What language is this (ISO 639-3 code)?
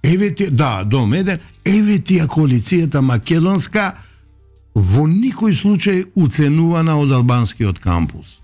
mkd